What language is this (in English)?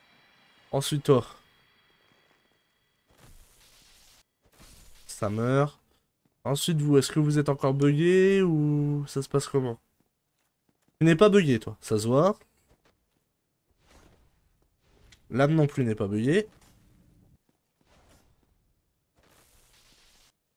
French